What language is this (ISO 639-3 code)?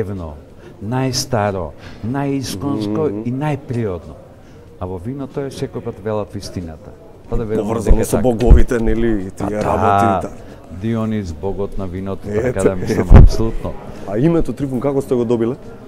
mkd